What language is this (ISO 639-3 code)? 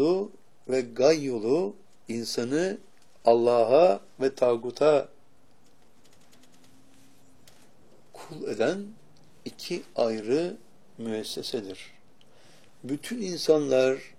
tur